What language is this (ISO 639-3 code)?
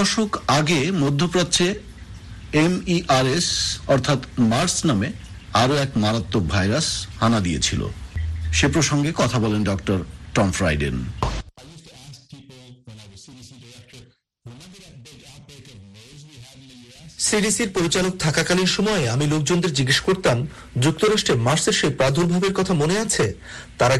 ben